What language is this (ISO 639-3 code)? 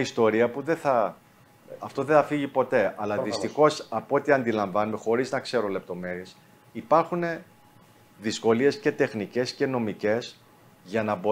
ell